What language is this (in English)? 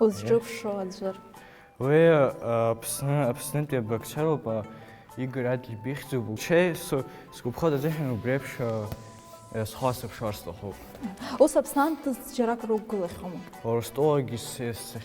Abkhazian